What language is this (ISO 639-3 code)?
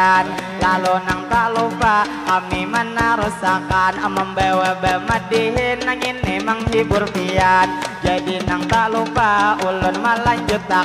bjn